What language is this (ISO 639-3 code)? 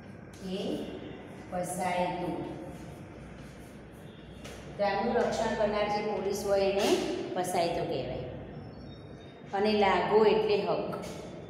guj